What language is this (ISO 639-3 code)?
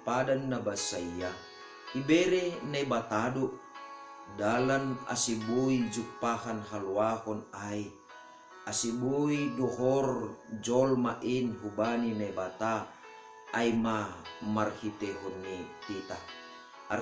bts